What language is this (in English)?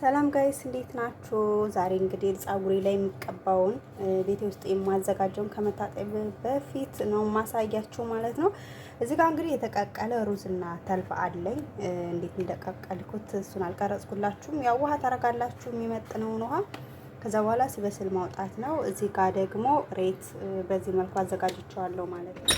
Amharic